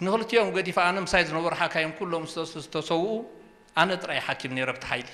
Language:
Tigrinya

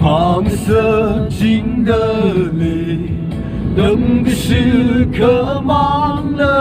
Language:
Tangkhul Naga (India)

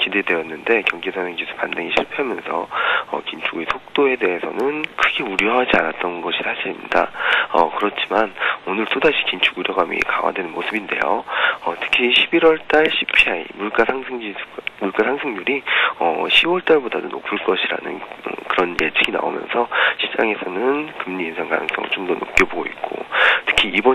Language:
Korean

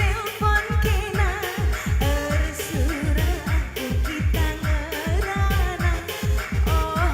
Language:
Batak Karo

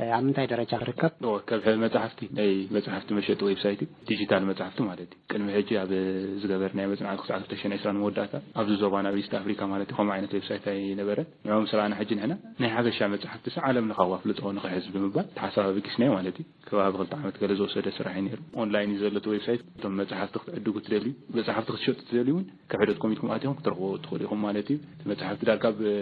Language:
Tigrinya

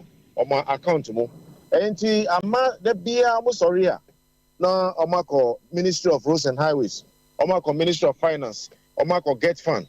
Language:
Akan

